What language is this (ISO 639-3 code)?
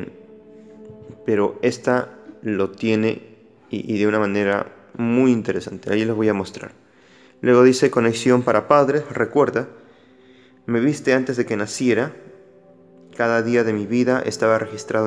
spa